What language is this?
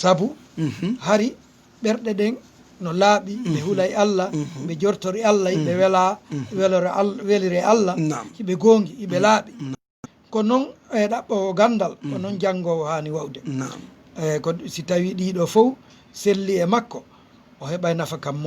Fula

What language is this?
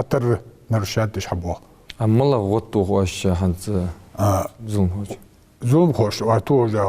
Ingush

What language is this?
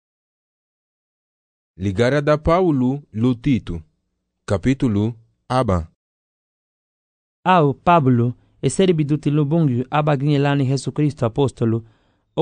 Garifuna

